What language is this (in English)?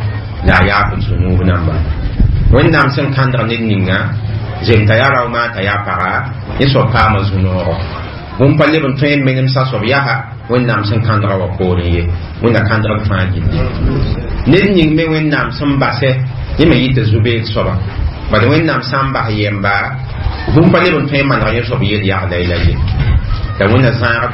Mossi